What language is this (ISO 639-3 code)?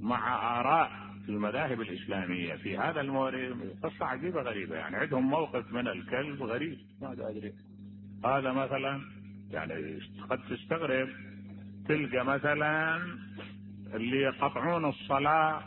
acm